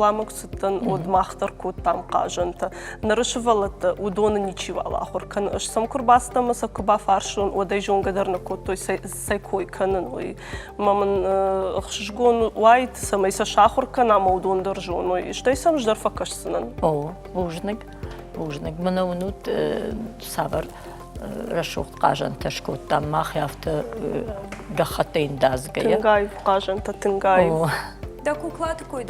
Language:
Ossetic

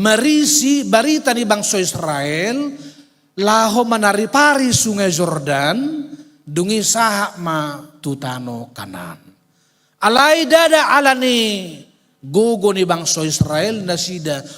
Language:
Batak Toba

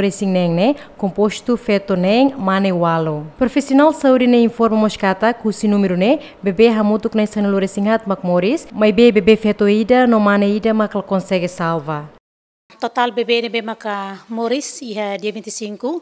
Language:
Tetum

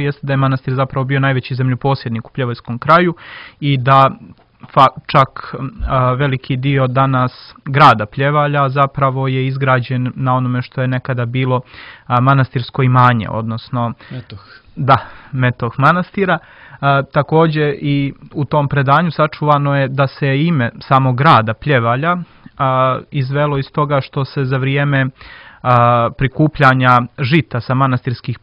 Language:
Serbian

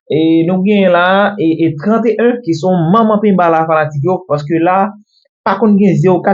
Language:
Haitian Creole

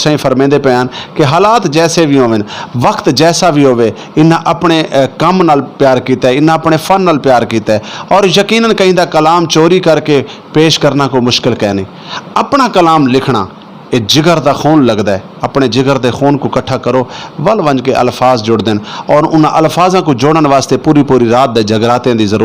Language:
Saraiki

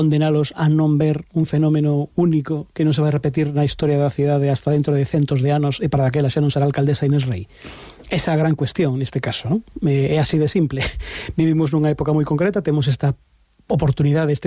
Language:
Galician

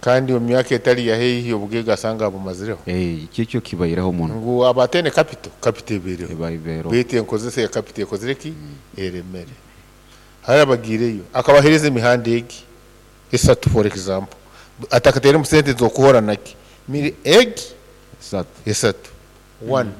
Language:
Nyoro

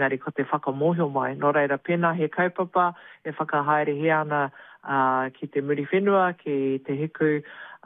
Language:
Māori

